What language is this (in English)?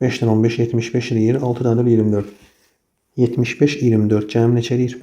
Azerbaijani